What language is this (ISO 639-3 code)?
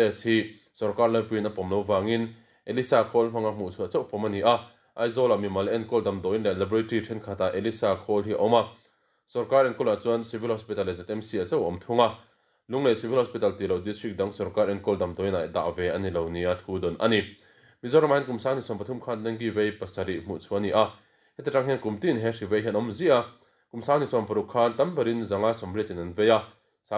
lus